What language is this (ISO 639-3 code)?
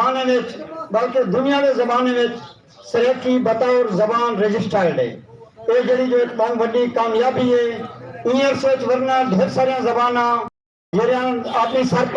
skr